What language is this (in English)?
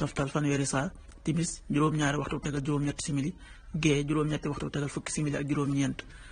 Wolof